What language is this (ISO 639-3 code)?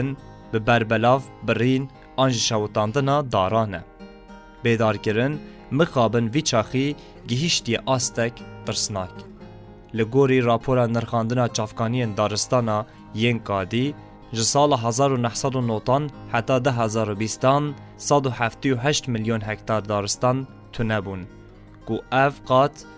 kur